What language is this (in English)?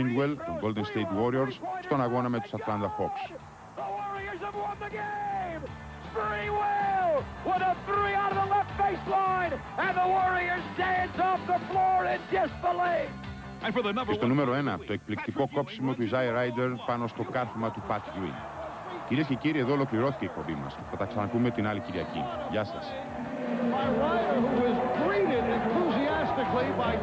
Greek